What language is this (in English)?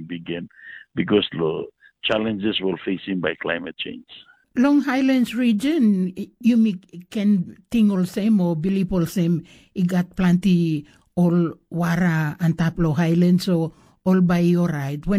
Tok Pisin